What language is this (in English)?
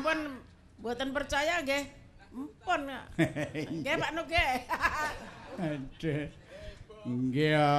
Javanese